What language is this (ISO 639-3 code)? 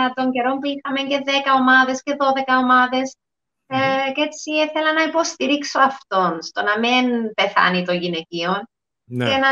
ell